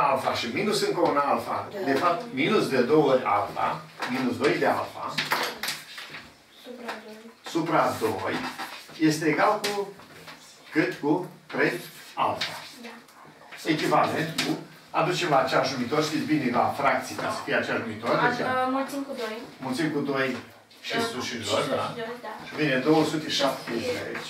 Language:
Romanian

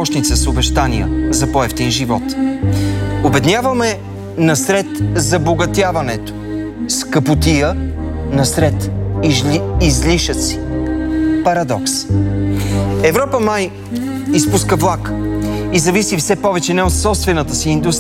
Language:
Bulgarian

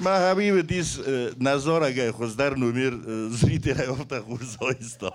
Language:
Ossetic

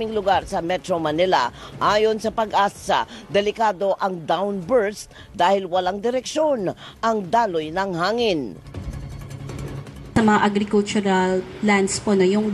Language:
Filipino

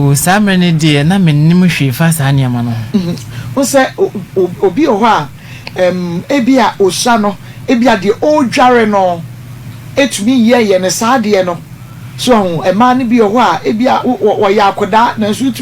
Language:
Akan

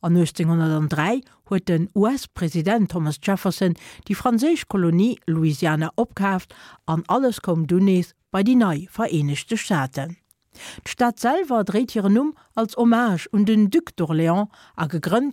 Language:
Luxembourgish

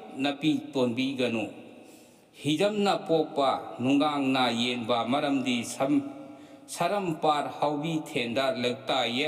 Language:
Manipuri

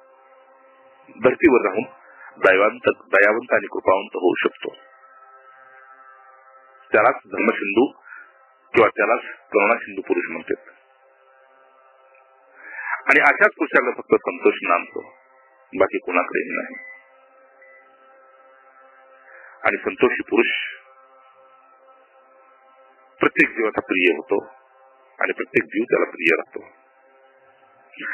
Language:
Marathi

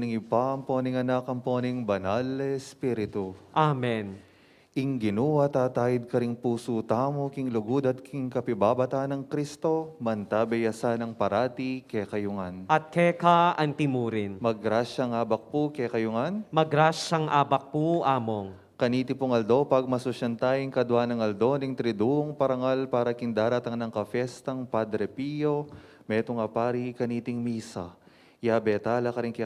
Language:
Pampanga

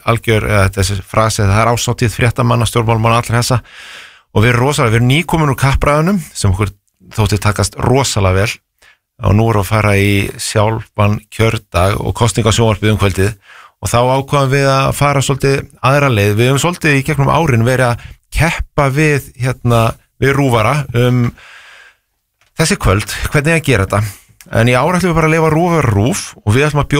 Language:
Icelandic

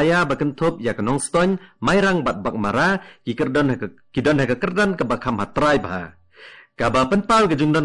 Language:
Khasi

